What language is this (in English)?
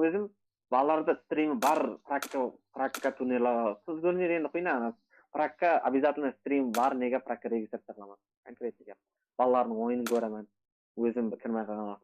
Kara-Kalpak